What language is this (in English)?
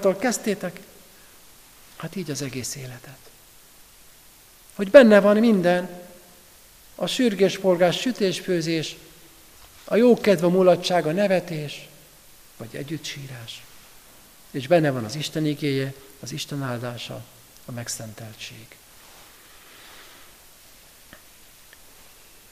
Hungarian